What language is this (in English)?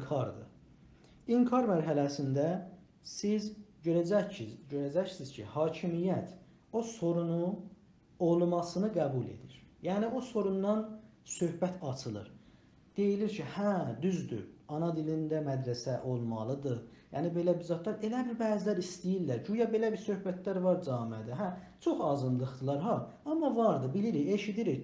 South Azerbaijani